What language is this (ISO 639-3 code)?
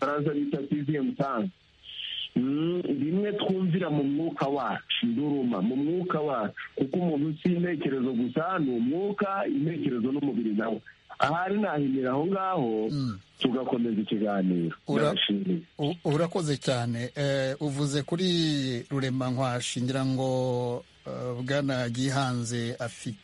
kin